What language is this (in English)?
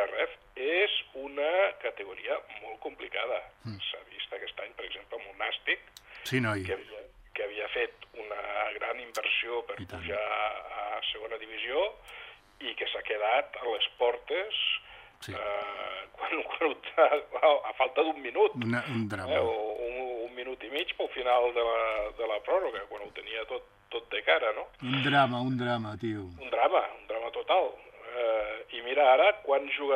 Catalan